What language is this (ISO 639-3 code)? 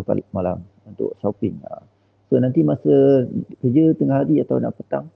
msa